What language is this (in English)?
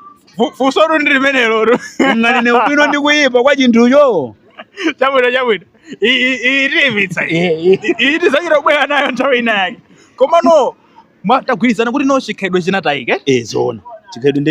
Nyanja